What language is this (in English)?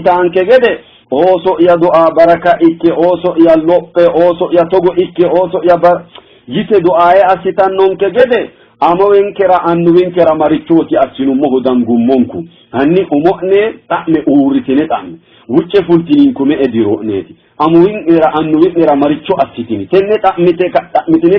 Sidamo